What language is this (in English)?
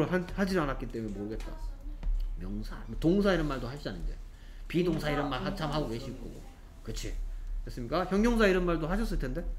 Korean